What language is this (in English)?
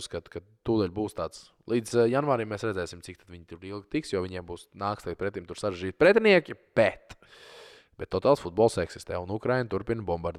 Latvian